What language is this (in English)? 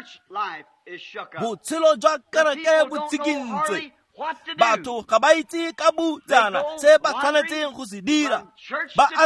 Tswana